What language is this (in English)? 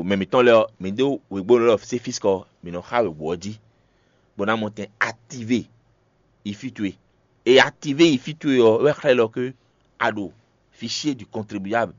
Fon